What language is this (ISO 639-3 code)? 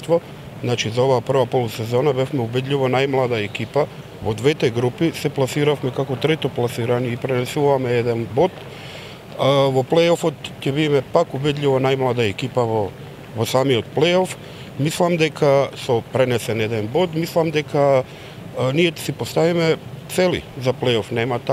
mkd